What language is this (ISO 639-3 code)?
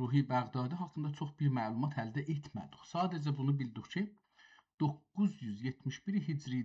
azb